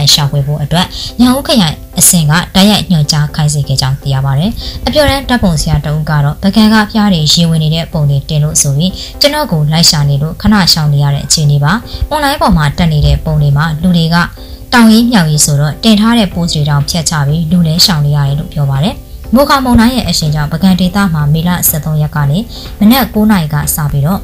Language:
Burmese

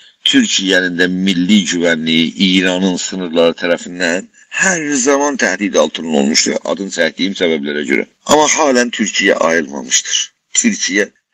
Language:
South Azerbaijani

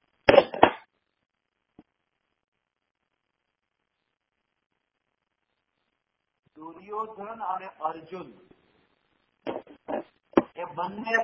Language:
Gujarati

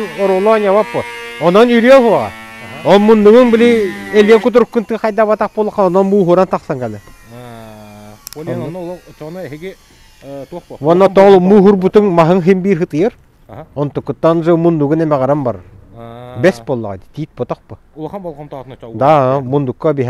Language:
Yakut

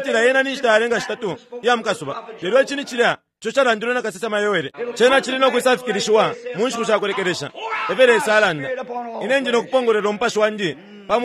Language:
Bemba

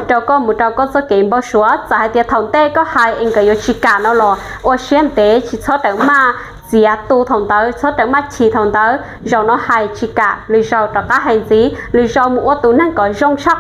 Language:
Hmong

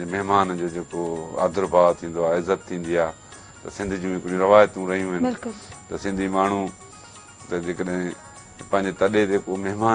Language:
Sindhi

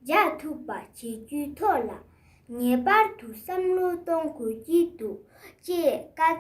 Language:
Tibetan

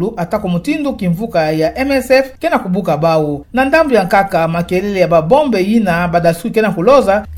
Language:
Kituba (Democratic Republic of Congo)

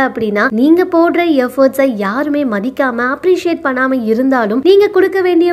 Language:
Tamil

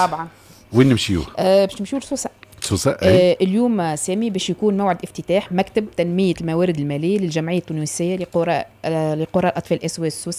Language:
Tunisian Arabic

